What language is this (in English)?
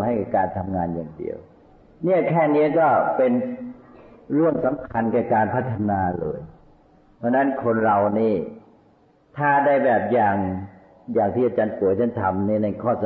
Thai